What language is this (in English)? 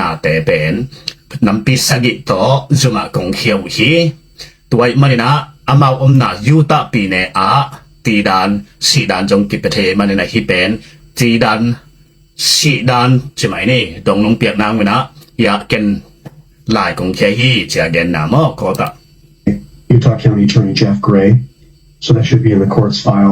Tedim Chin